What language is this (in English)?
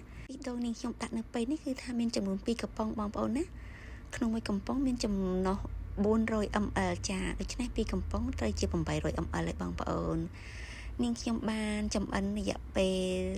Khmer